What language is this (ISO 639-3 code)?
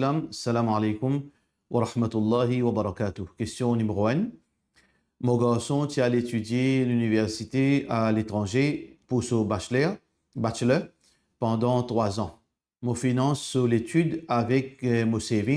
mfe